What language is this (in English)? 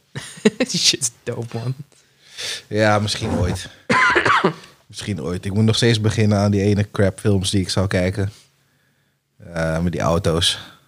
Dutch